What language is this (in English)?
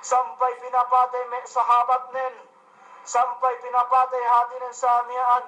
Yakan